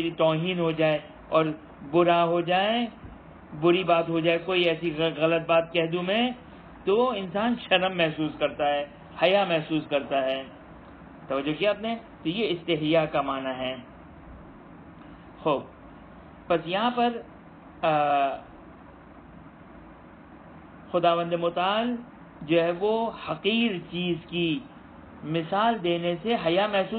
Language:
Urdu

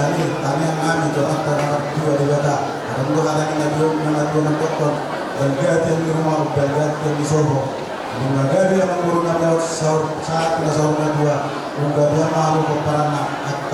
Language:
Batak Toba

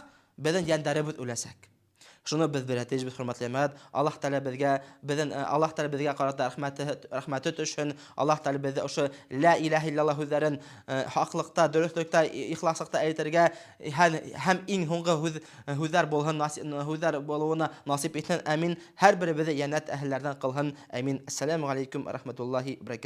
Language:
Bashkir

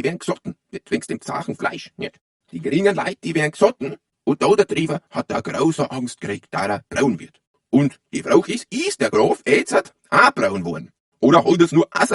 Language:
Bavarian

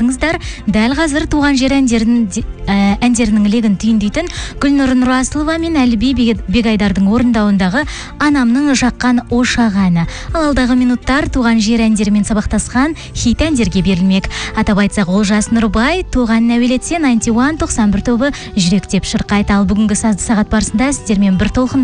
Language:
Kazakh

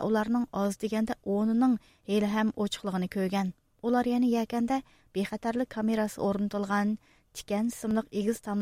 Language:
Uyghur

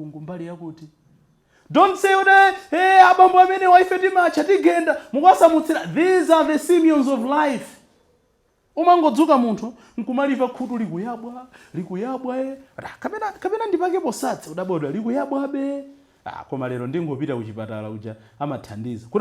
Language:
Nyanja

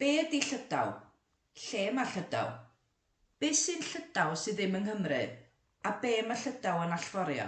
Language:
Welsh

